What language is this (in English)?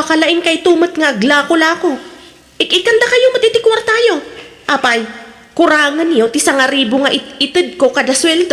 Iloko